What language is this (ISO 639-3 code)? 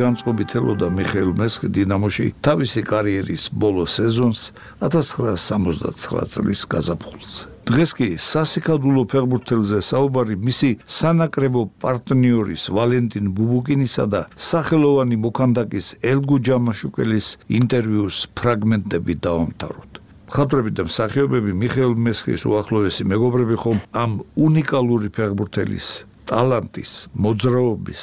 kat